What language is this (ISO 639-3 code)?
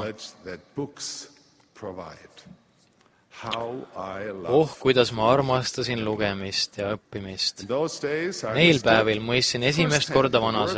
est